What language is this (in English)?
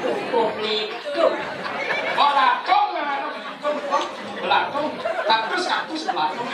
Balinese